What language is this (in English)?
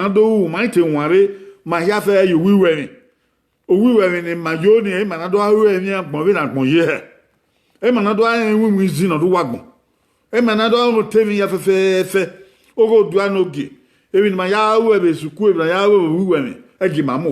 Bini